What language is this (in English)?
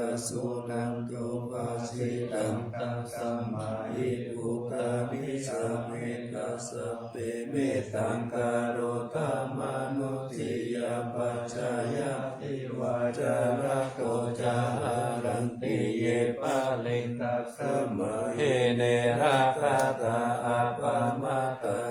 Pali